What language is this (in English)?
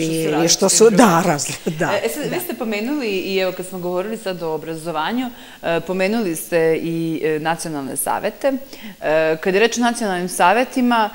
Serbian